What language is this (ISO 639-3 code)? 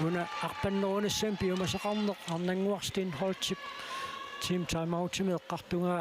kal